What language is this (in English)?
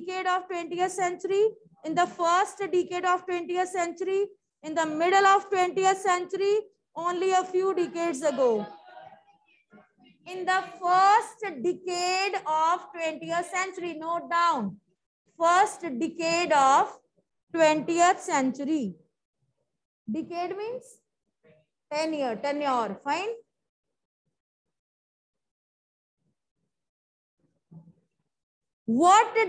English